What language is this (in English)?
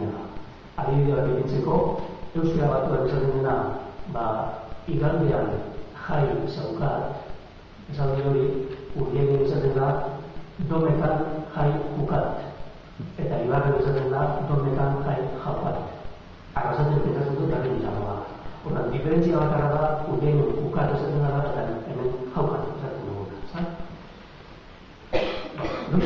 Basque